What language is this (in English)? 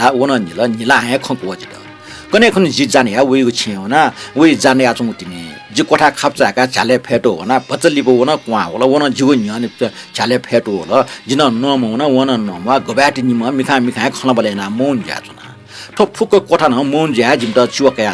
Newari